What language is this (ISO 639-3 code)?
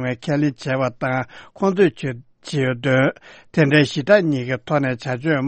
bod